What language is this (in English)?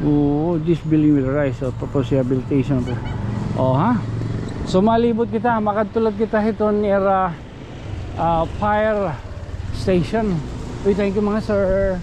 Waray